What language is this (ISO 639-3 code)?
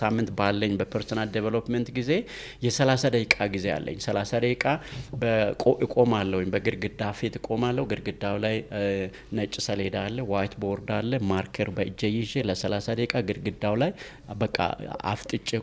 amh